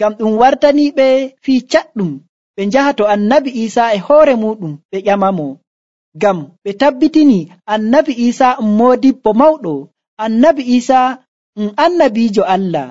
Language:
Nigerian Fulfulde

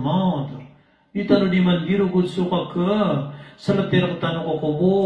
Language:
Maranao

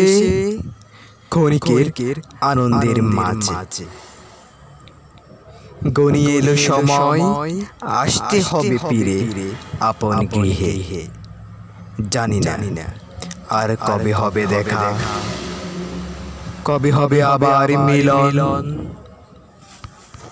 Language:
Bangla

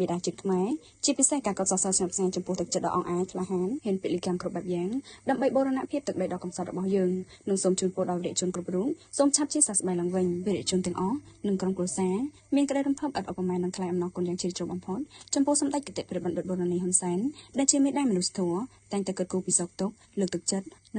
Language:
Khmer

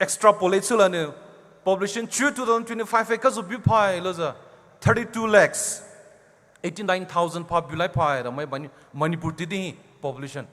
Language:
Poumei Naga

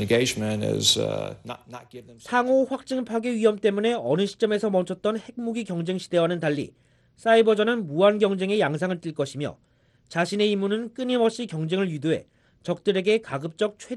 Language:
Korean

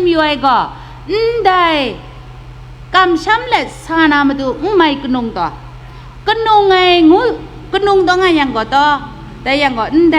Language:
Kachin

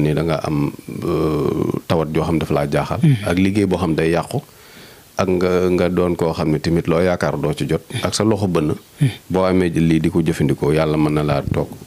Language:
Wolof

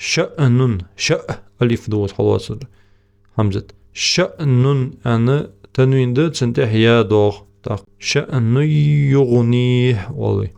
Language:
Ingush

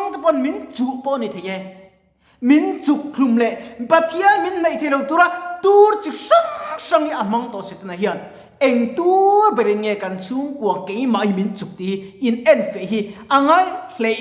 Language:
Mizo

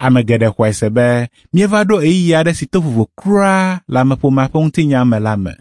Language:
Ewe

